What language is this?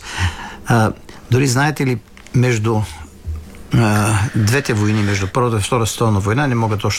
Bulgarian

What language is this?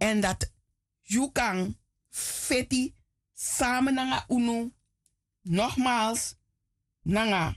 Sranan Tongo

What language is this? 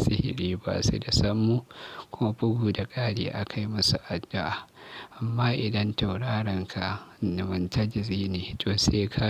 Hausa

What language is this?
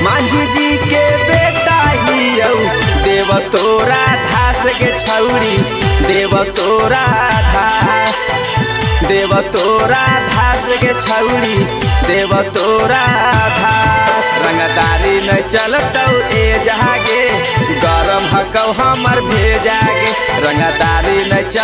Magahi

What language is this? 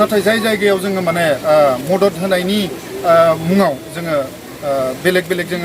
Bodo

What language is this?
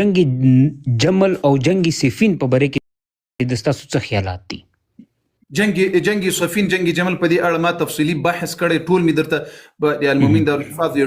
Pashto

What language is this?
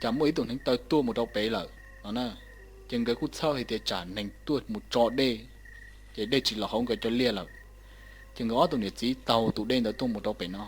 Hmong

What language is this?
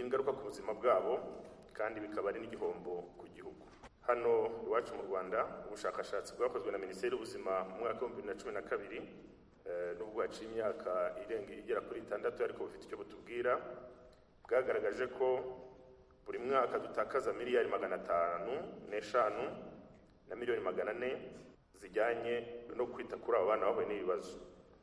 Kinyarwanda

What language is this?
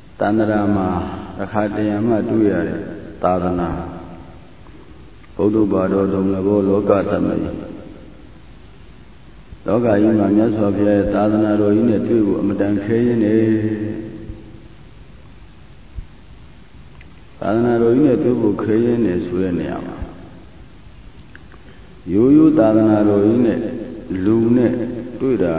Burmese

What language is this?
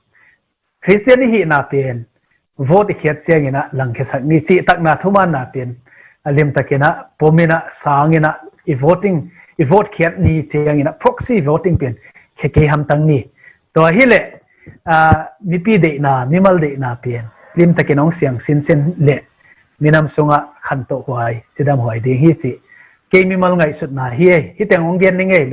Tedim Chin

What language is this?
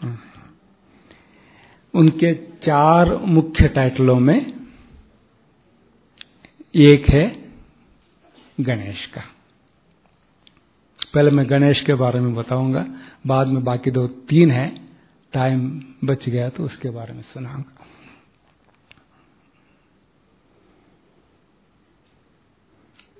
Hindi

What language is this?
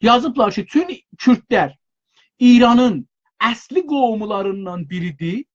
South Azerbaijani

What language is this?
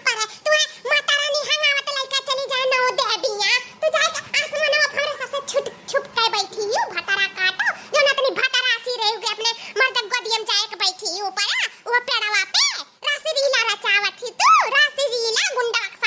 Awadhi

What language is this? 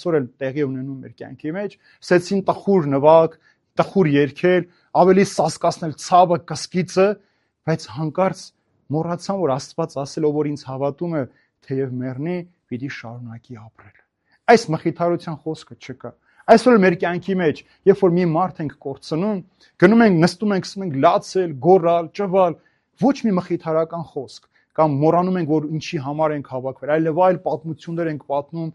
Armenian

